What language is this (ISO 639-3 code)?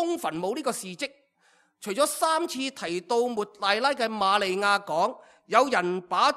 yue